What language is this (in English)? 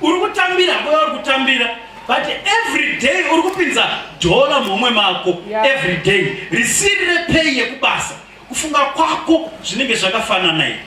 Shona